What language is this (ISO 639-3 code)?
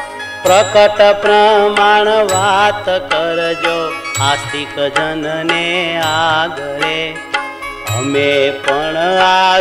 guj